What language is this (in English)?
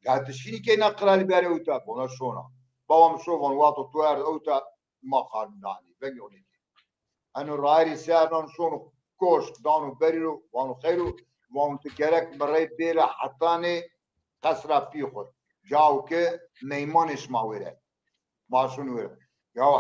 Zaza